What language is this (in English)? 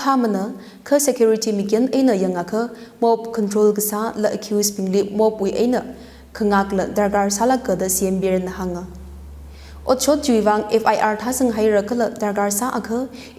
Tangkhul Naga (India)